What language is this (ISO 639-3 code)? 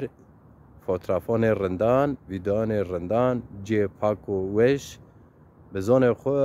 zza